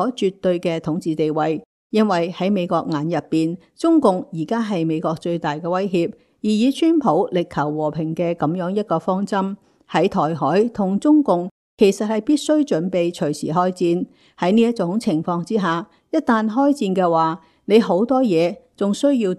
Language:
Cantonese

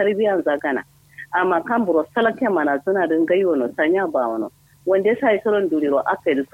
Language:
Kanuri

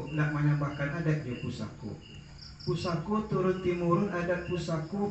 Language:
Minangkabau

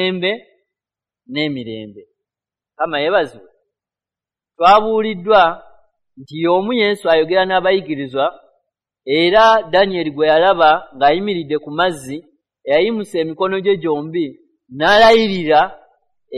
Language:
Ganda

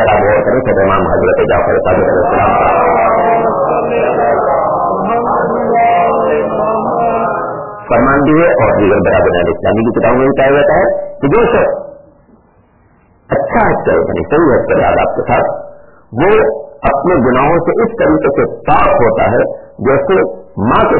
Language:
Urdu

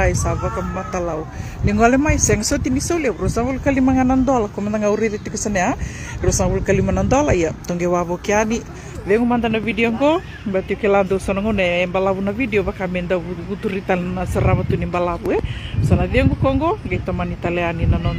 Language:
Fijian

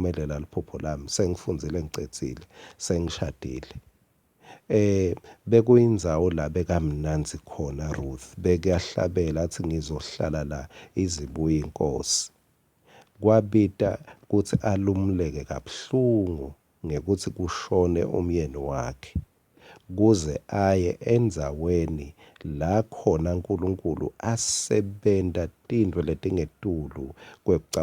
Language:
Swati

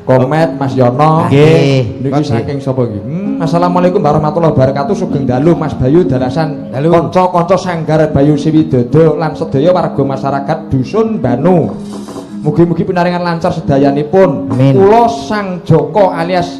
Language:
Javanese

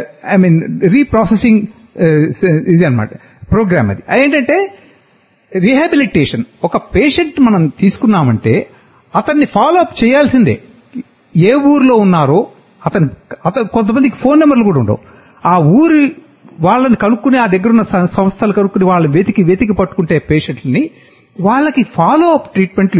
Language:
Telugu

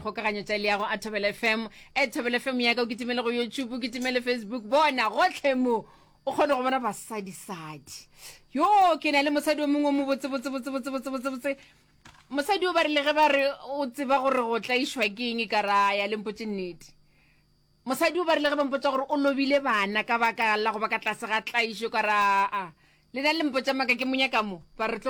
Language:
Northern Sotho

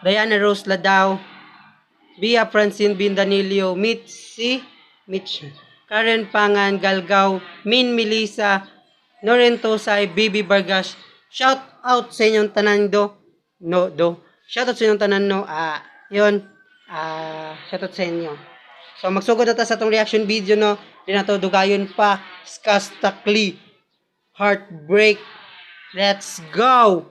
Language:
Cebuano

